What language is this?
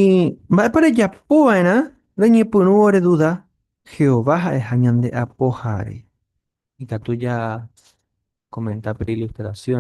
Guarani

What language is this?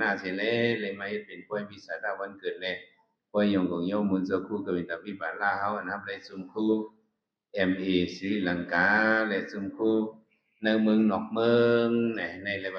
Shan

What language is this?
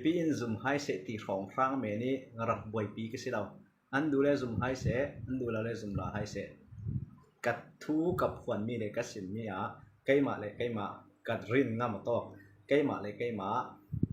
Falam Chin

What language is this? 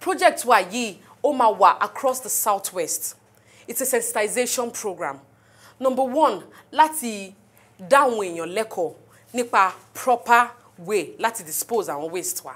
Yoruba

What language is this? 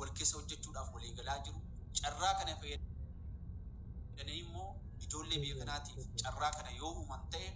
Oromo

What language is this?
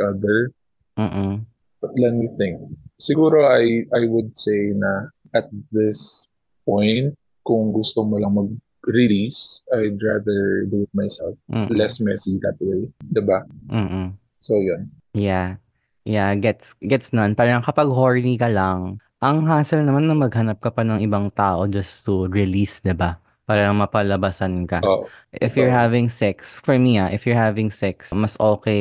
Filipino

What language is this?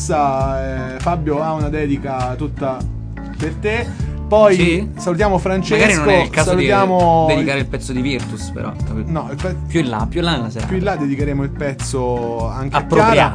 Italian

